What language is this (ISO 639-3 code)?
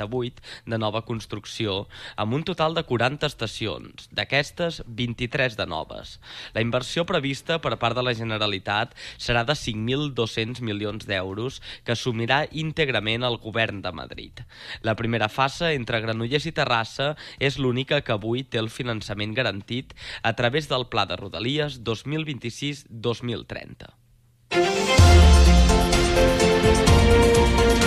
cat